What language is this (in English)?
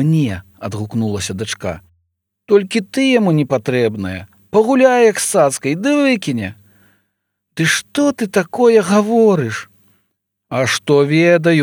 Belarusian